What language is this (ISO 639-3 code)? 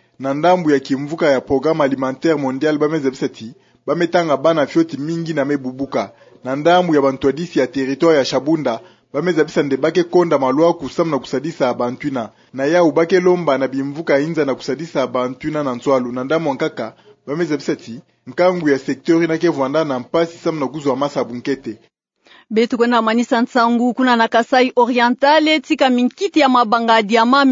ktu